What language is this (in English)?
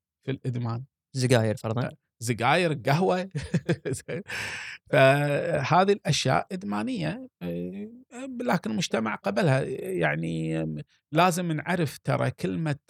Gulf Arabic